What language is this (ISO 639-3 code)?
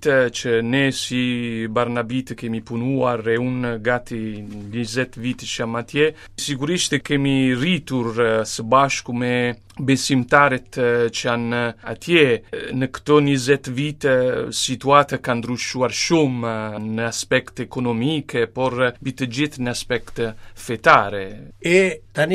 sqi